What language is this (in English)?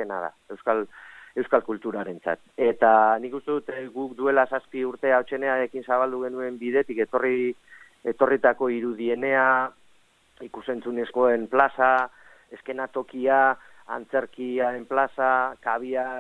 Basque